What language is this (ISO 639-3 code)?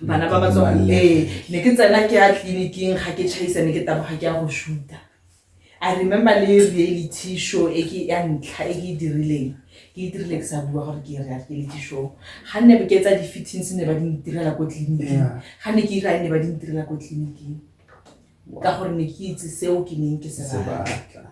tsn